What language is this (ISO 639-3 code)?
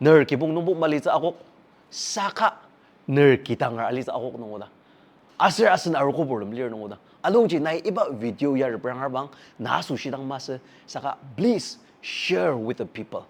njo